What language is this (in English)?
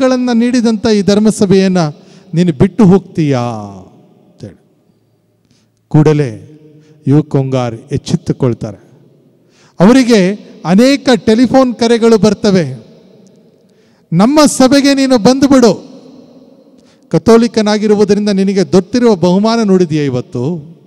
Kannada